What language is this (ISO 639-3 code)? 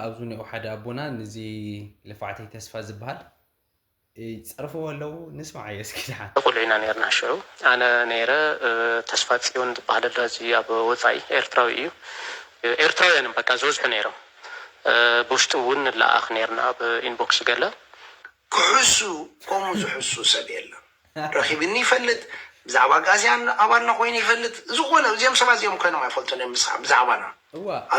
tir